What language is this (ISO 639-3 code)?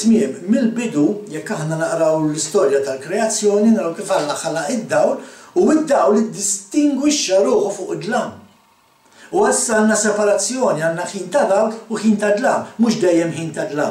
mlt